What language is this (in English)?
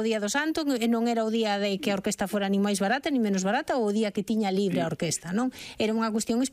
Galician